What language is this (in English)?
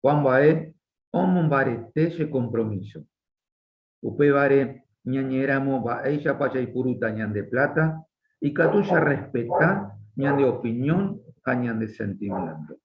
Guarani